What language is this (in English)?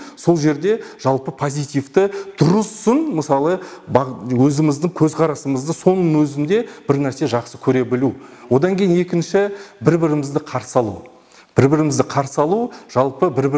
Kazakh